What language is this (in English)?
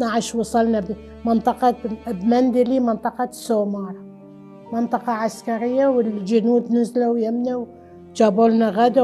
Mesopotamian Arabic